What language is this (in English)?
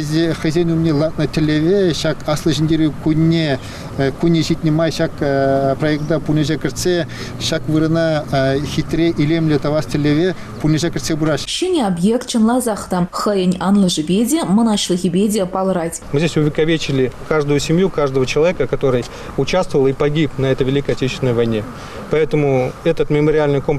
Chuvash